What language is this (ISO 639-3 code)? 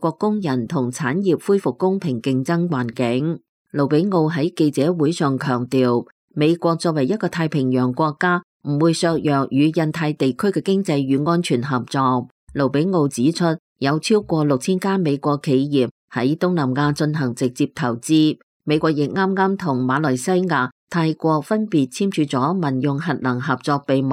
yue